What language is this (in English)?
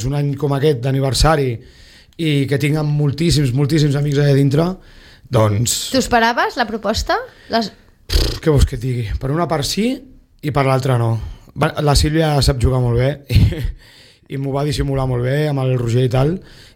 Catalan